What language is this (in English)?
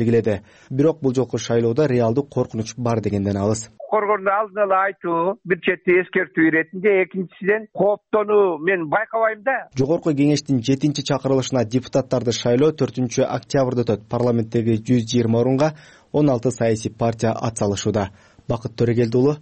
Kyrgyz